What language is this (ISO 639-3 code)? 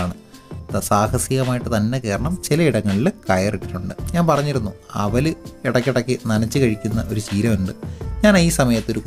mal